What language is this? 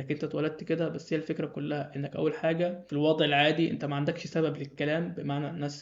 Egyptian Arabic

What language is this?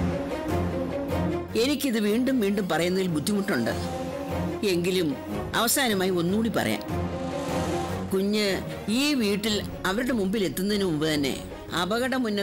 Malayalam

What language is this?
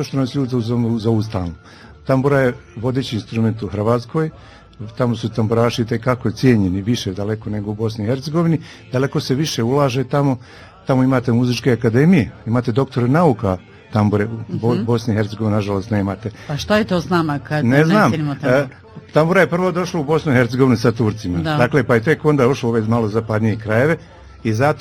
Bosnian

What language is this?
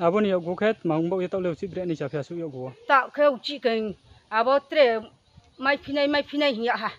Riang (India)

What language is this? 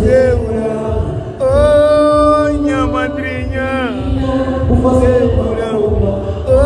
Kabuverdianu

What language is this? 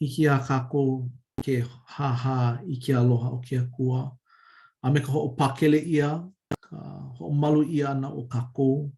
Hawaiian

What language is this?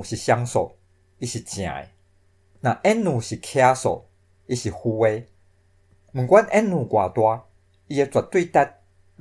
Min Nan Chinese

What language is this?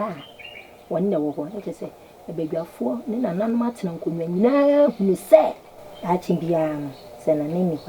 Akan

